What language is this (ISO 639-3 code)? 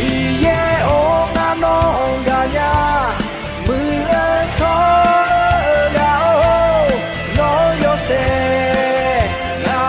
ahk